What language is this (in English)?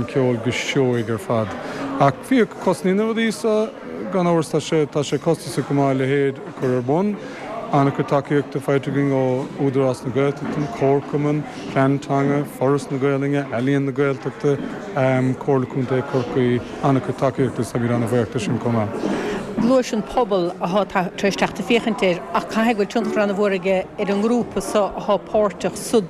Irish